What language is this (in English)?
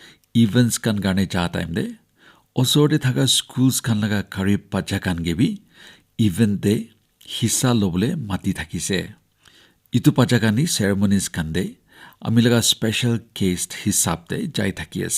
Naga Pidgin